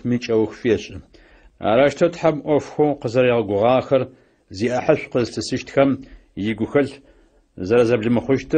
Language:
Adyghe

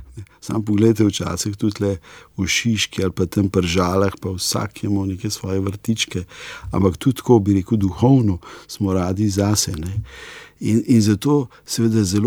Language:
Slovenian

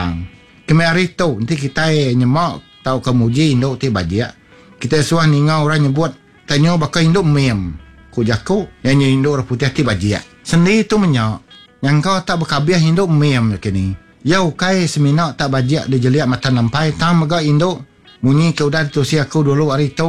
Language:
Iban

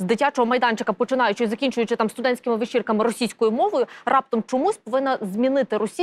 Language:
Ukrainian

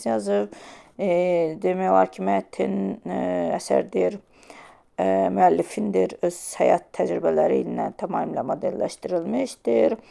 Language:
Azerbaijani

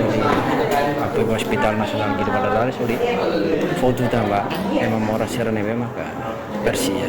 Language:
Tetum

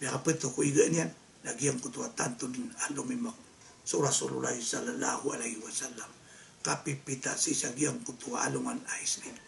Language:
Maranao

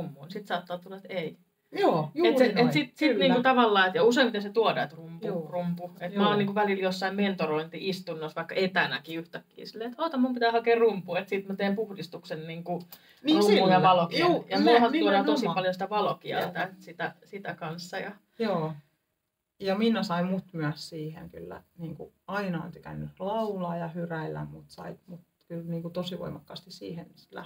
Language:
Finnish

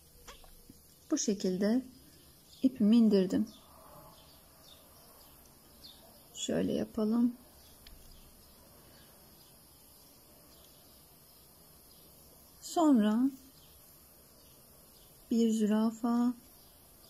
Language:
Turkish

